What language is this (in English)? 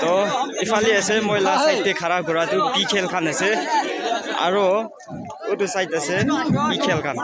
Naga Pidgin